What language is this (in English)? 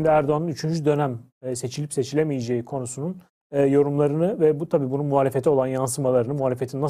Turkish